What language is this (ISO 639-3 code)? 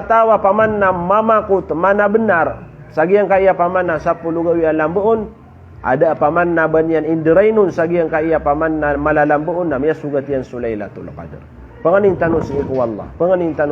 mrw